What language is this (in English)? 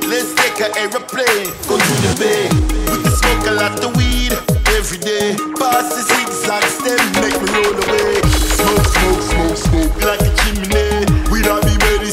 English